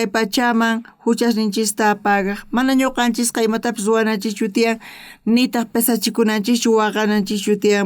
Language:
South Bolivian Quechua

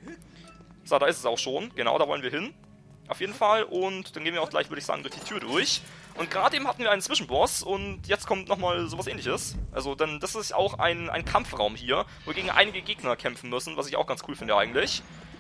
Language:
German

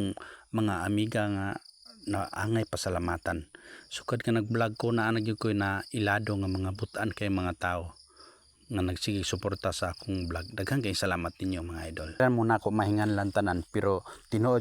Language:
Cebuano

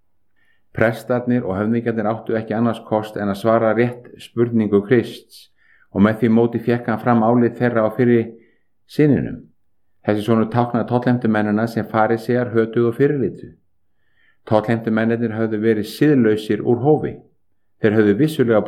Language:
Icelandic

